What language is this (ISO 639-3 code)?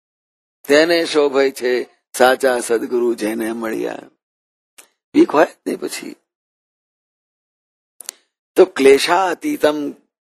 guj